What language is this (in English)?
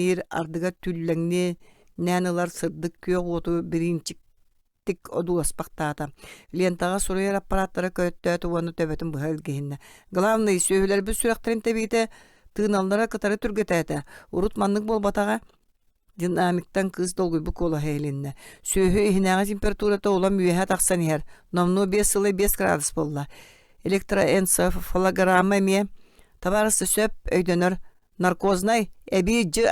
Yakut